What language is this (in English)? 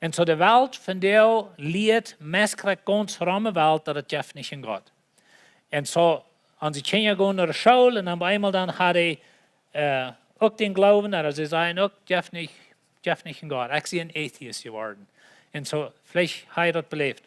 Plautdietsch